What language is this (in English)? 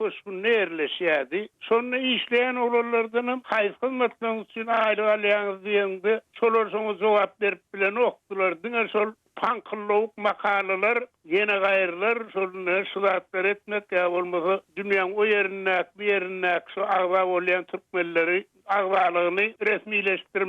Turkmen